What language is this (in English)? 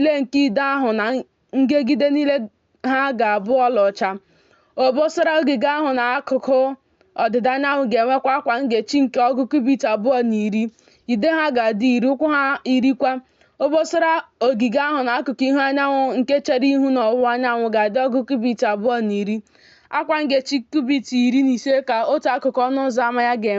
Igbo